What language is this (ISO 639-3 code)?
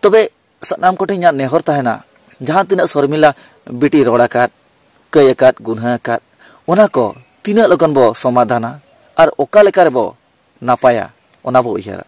sat